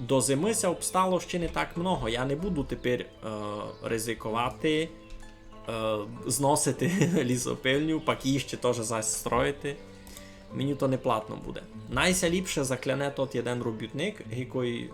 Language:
Rusyn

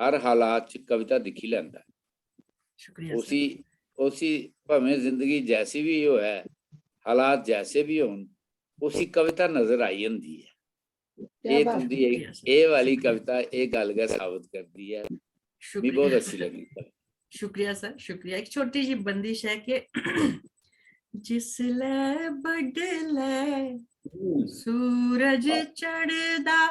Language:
Dogri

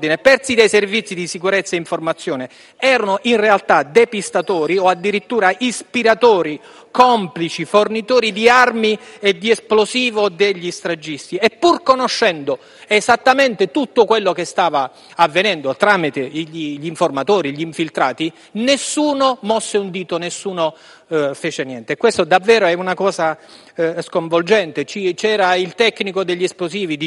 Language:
Italian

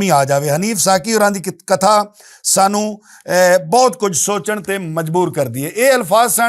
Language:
Western Panjabi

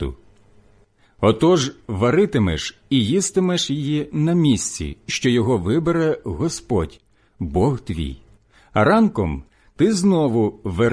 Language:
Ukrainian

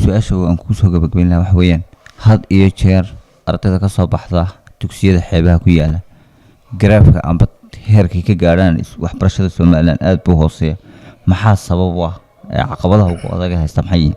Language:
Somali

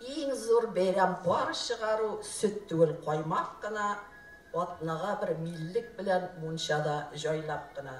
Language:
Tatar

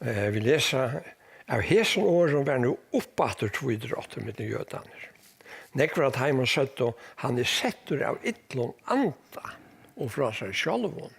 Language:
Faroese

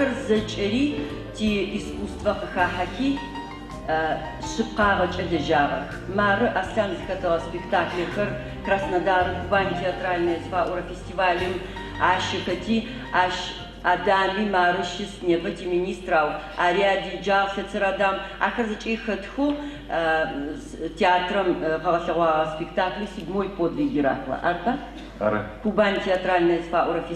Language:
Adyghe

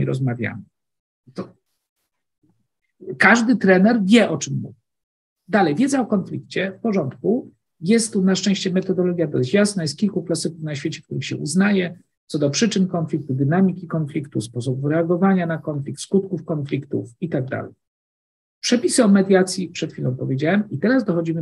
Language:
Polish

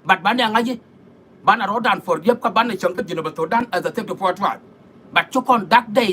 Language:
Nuer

